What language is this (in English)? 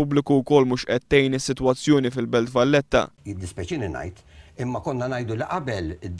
Maltese